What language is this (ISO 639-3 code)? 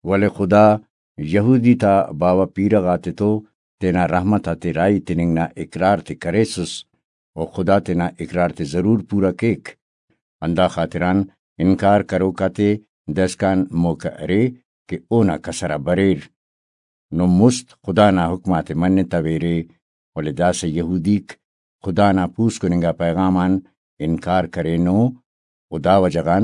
brh